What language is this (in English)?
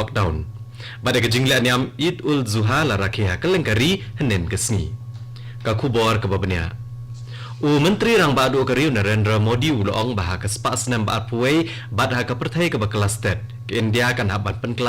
Khasi